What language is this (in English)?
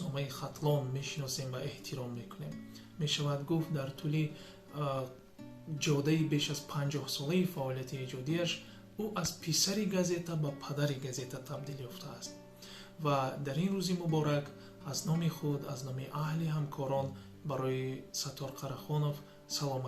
Tajik